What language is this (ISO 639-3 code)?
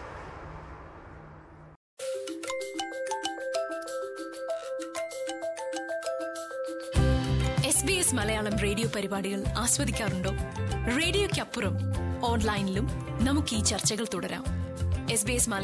mal